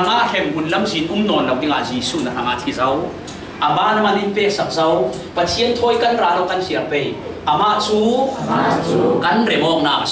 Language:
Falam Chin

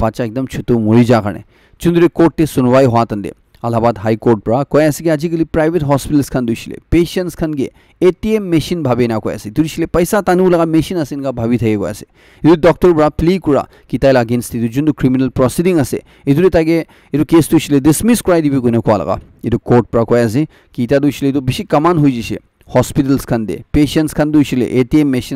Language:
Naga Pidgin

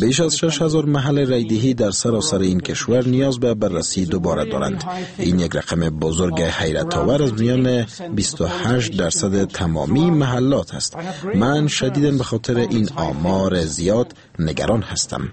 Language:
Persian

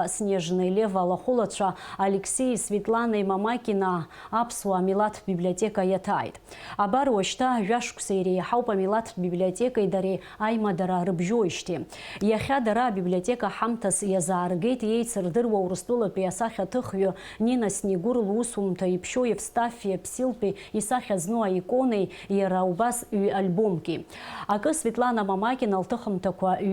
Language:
Abkhazian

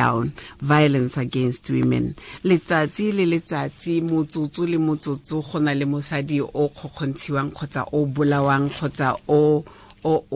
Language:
Tswana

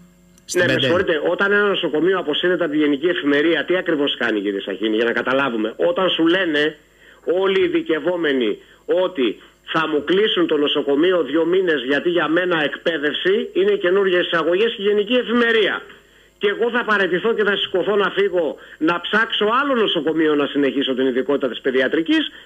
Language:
Greek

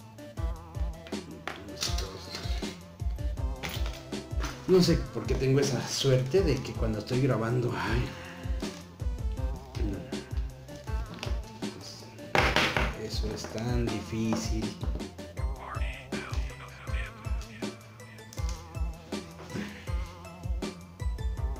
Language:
Spanish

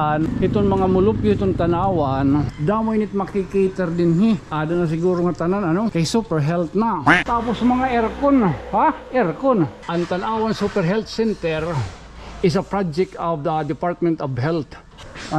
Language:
Waray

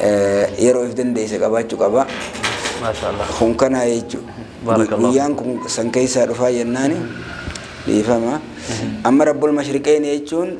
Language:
Oromo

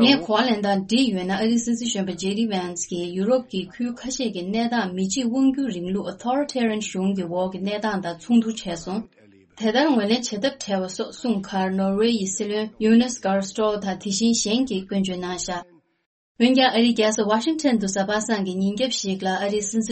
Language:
Tibetan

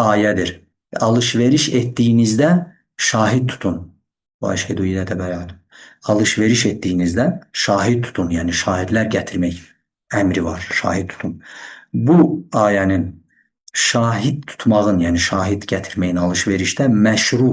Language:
Azerbaijani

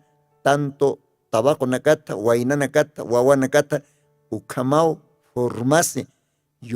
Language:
Aymara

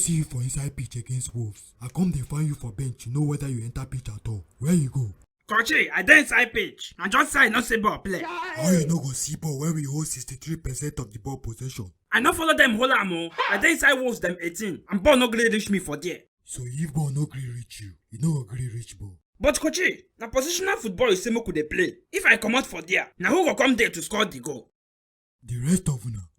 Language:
Nigerian Pidgin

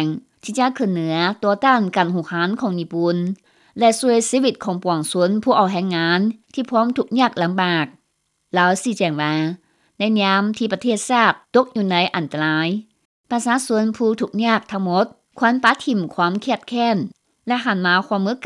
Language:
Lao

